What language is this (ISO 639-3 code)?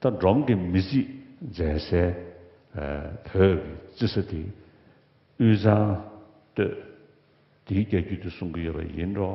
bod